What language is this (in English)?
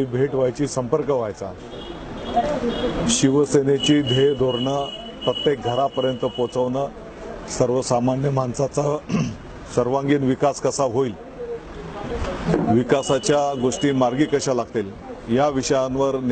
Marathi